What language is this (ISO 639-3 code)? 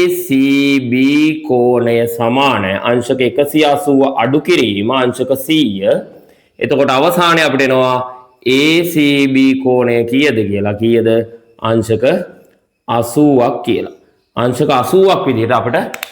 sin